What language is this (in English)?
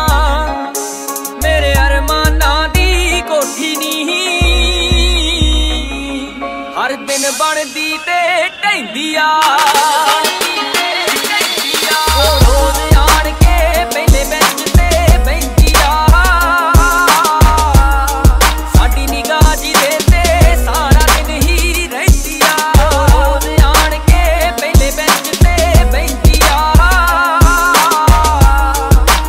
Punjabi